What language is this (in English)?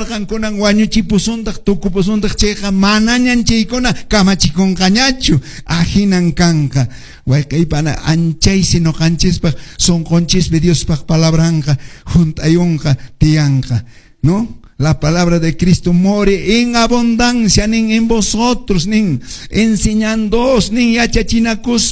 Quechua